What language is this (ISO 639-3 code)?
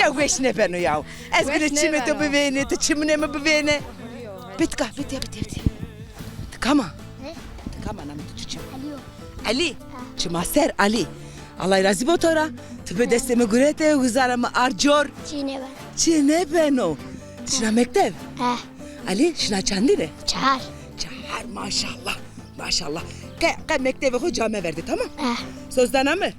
zza